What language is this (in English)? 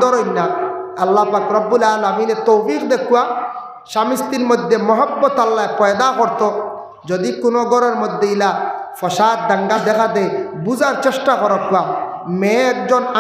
Sylheti